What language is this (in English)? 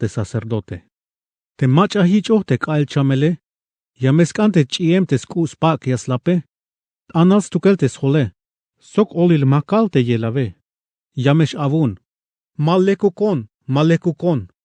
Tzeltal